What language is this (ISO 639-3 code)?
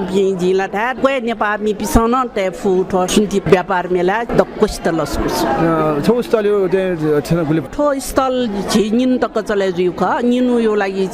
new